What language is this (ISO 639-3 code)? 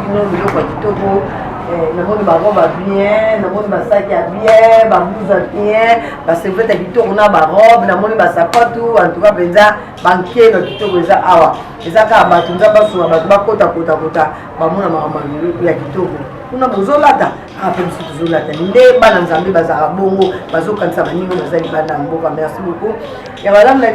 lin